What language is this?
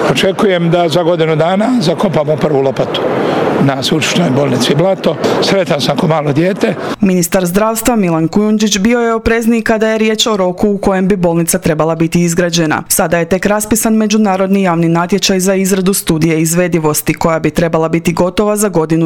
Croatian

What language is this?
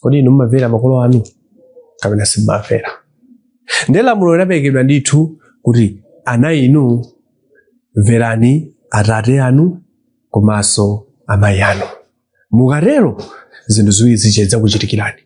Nyanja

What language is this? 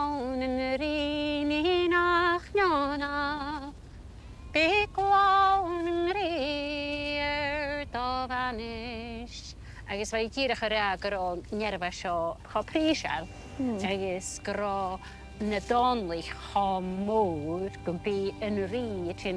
Scottish Gaelic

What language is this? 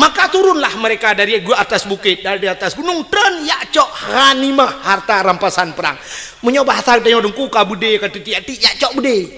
Achinese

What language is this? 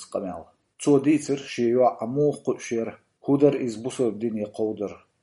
Chechen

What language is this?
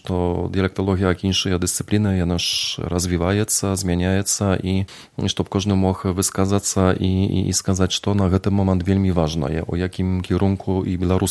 Belarusian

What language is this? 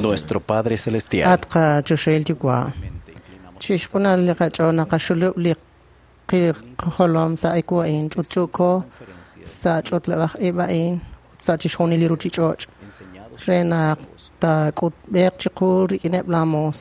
Kekchí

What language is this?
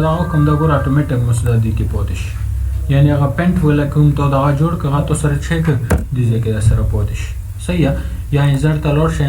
Pashto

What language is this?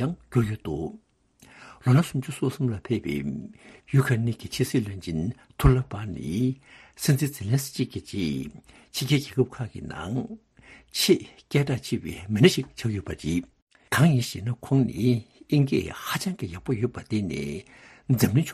Tibetan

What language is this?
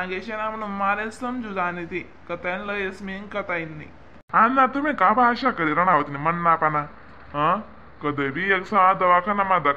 Khandesi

